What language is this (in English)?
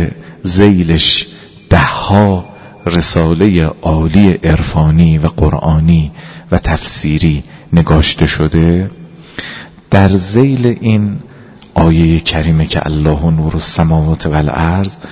Persian